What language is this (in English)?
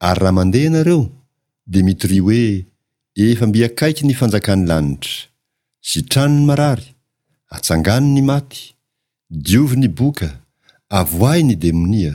Malagasy